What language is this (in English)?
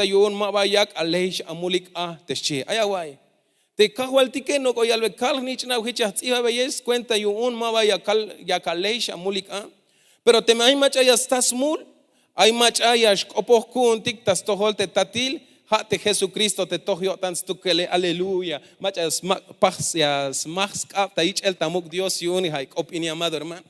Tzeltal